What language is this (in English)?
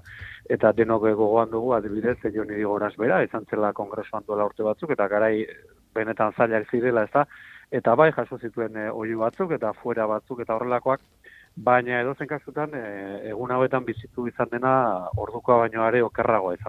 Basque